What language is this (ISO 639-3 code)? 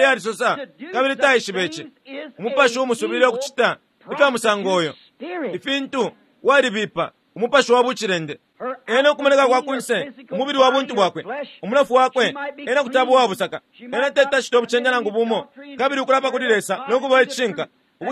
bem